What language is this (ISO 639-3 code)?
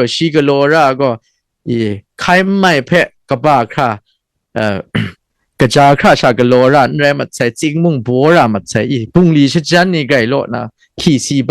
kac